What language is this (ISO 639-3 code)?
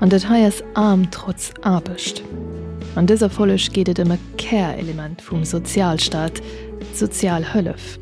ltz